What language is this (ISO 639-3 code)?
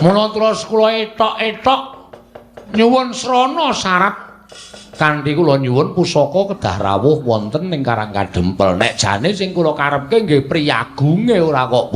jav